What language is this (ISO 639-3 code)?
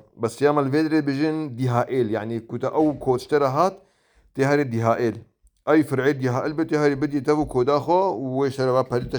kur